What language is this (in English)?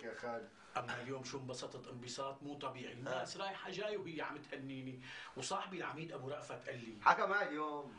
North Levantine Arabic